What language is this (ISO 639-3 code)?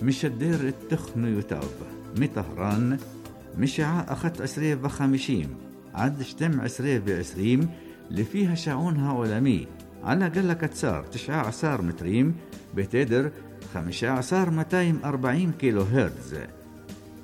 heb